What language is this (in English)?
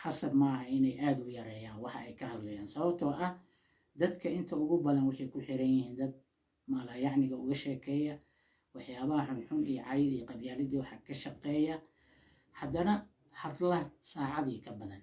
Somali